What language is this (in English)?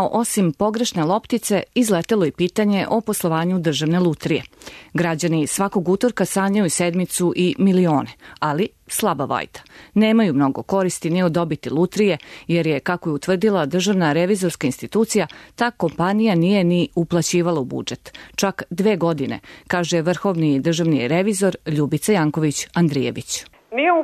Serbian